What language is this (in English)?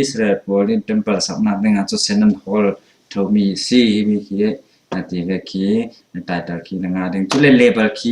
Falam Chin